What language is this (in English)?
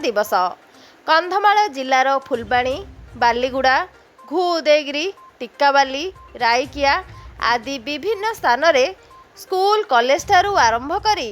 Odia